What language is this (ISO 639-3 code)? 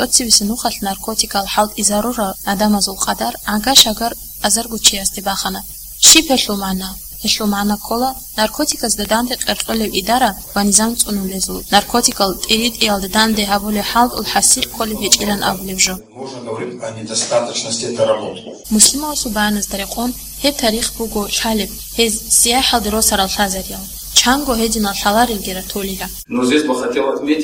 ava